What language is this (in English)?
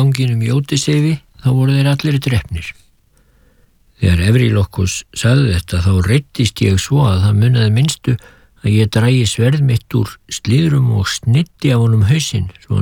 Icelandic